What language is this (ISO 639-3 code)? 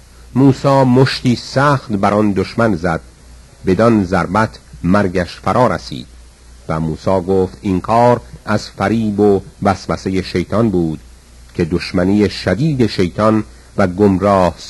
fas